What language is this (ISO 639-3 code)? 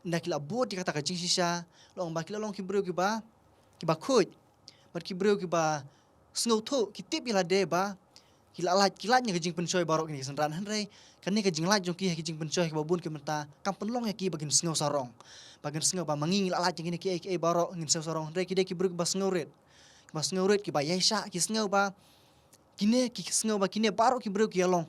kha